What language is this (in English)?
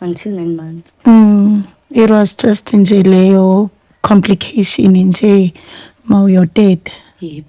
Zulu